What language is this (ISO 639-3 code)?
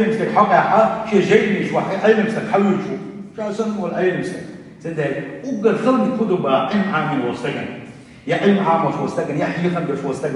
che